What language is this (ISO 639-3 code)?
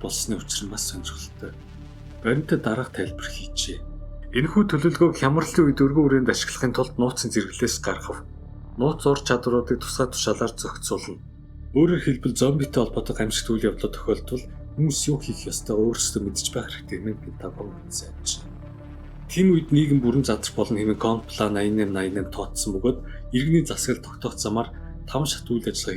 mon